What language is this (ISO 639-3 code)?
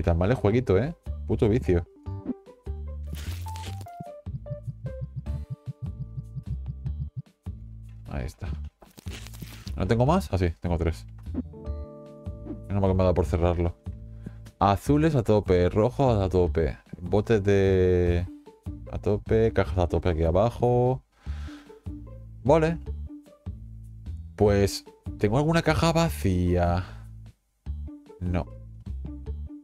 spa